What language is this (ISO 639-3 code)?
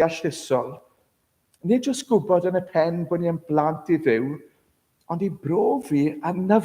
cym